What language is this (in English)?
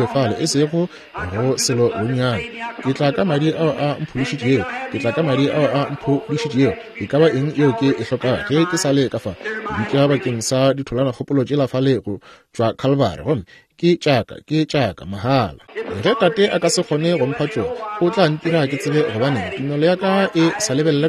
Northern Sotho